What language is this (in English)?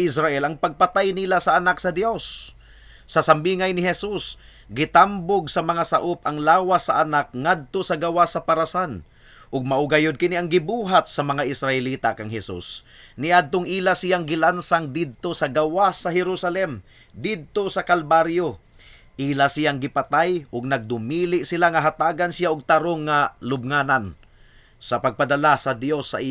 Cebuano